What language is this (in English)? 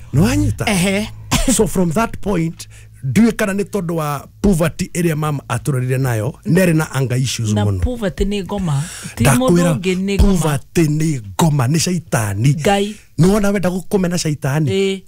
Kikuyu